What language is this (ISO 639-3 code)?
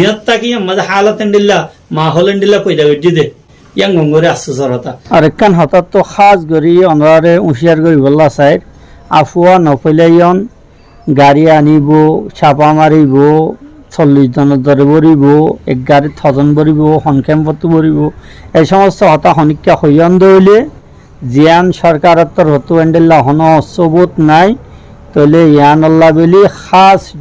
rhg